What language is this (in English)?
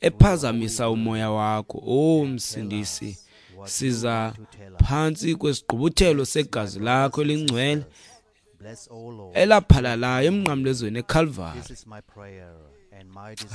Xhosa